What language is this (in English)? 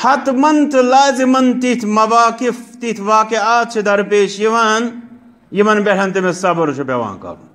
Kashmiri